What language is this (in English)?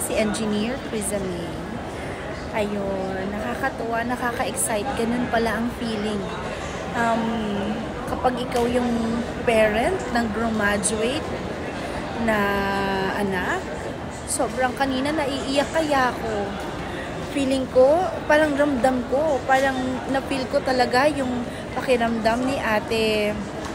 Filipino